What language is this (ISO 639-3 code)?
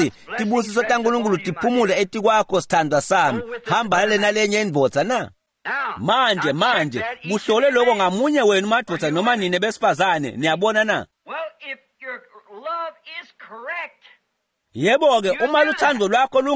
ssw